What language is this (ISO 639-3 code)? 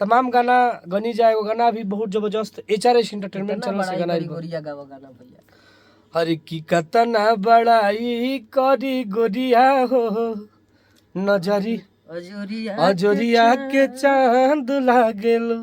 bho